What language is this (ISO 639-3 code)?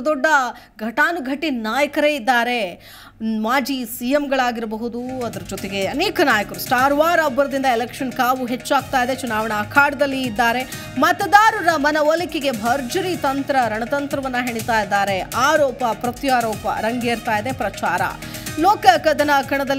kan